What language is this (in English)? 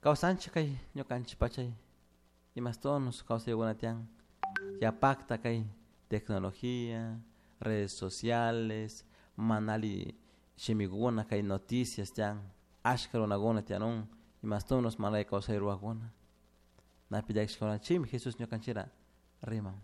Chimborazo Highland Quichua